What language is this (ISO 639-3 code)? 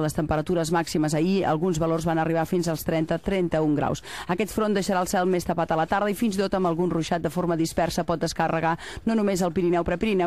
cat